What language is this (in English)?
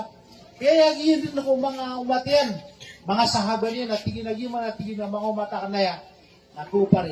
Maranao